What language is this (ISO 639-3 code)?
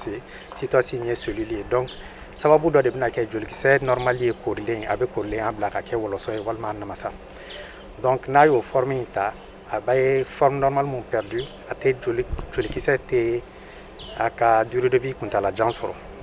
bam